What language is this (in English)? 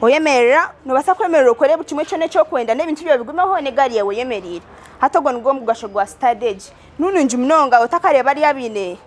Nyankole